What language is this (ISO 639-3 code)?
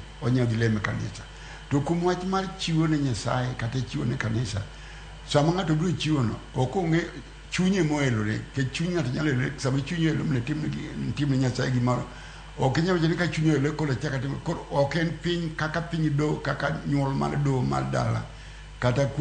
luo